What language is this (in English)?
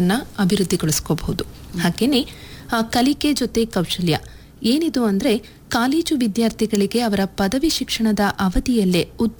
Kannada